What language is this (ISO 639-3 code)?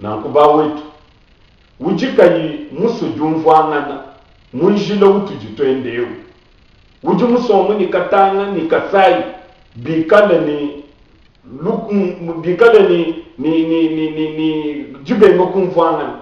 lua